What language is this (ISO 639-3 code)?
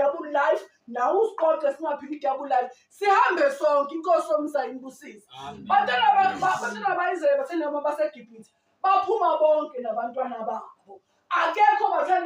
zul